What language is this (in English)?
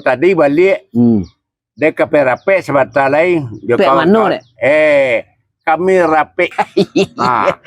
Minangkabau